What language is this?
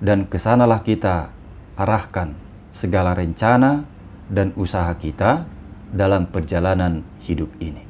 Batak Toba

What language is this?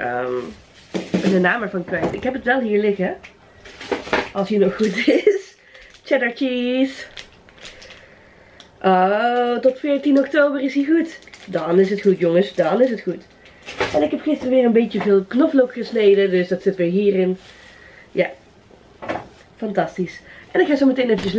Dutch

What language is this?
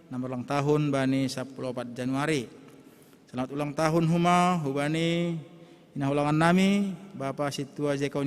Batak Simalungun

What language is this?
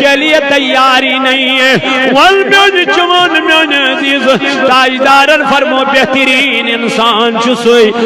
Kashmiri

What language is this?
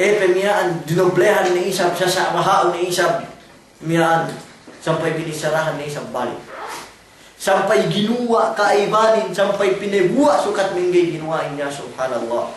Yakan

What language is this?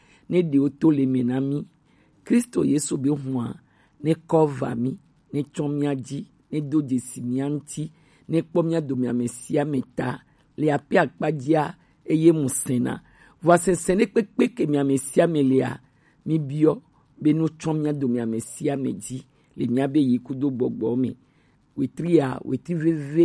Gen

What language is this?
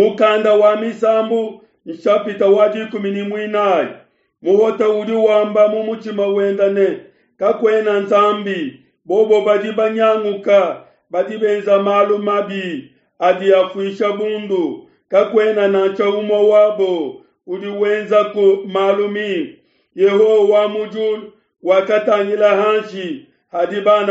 Luba-Lulua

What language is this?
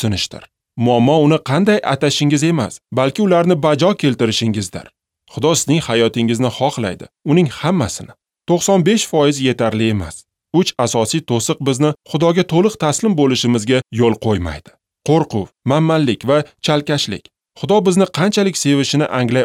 Uzbek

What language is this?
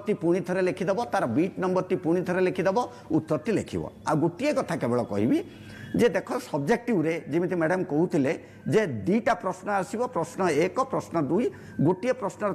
Odia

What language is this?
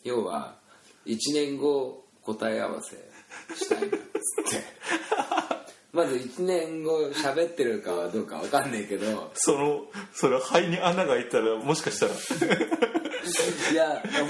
Japanese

